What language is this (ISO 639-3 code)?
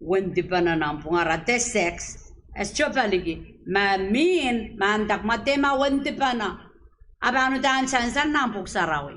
pon